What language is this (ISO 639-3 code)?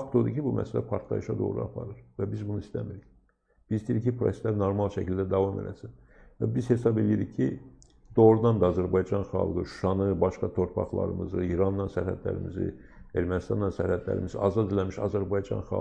aze